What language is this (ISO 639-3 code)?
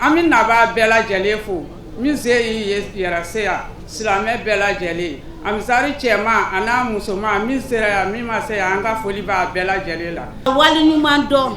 bam